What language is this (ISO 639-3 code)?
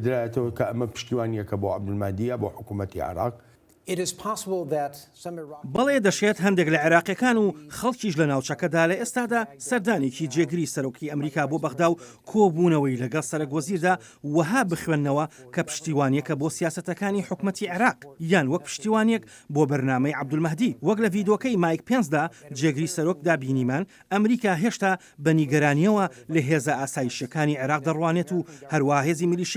ckb